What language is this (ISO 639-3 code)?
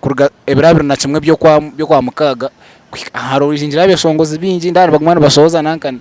nyn